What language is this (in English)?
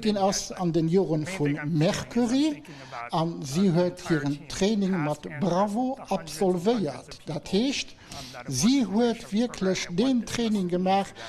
Luxembourgish